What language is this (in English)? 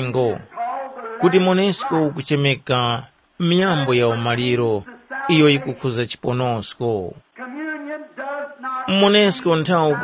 Tumbuka